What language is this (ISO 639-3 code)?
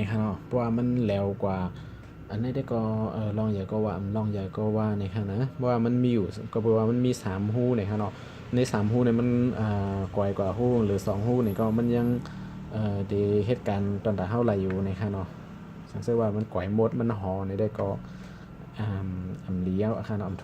shn